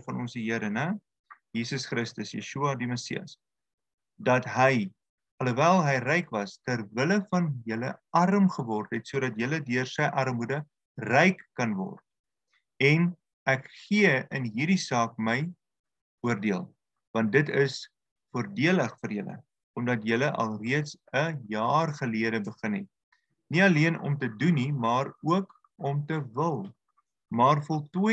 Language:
Afrikaans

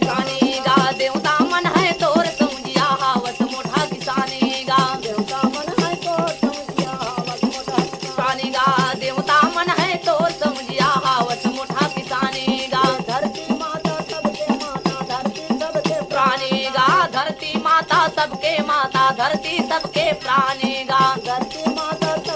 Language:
Chhattisgarhi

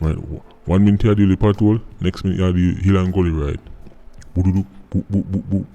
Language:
Jamaican Creole English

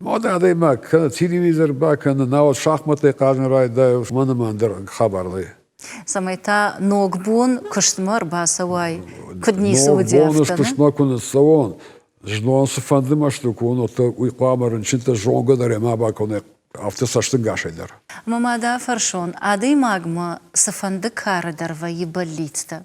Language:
Ossetic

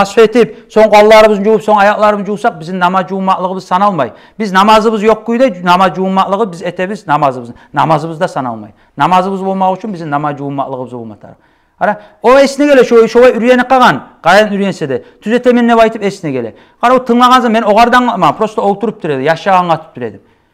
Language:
Kumyk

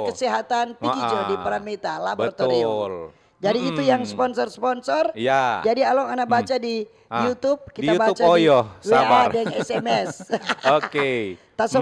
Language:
Manado Malay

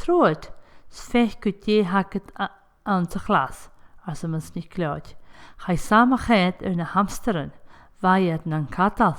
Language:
Scottish Gaelic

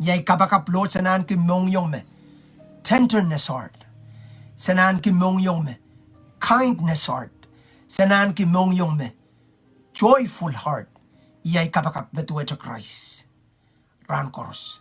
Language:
Pohnpeian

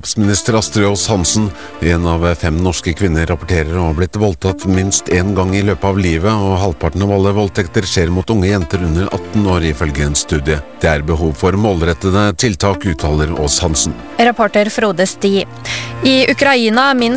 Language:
Norwegian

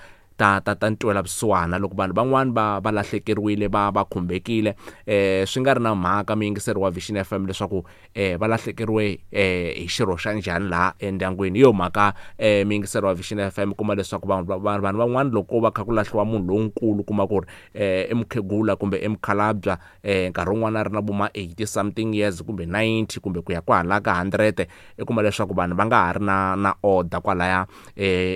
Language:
Tsonga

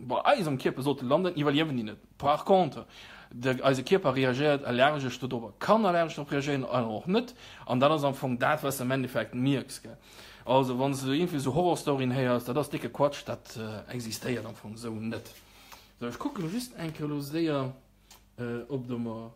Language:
Luxembourgish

